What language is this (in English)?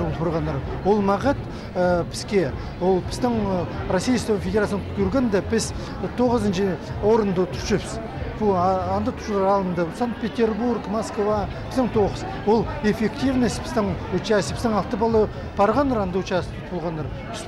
Khakas